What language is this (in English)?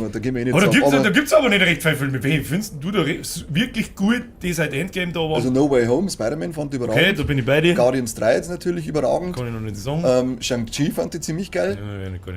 Bavarian